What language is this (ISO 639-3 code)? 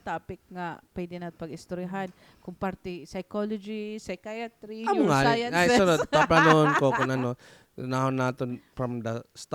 war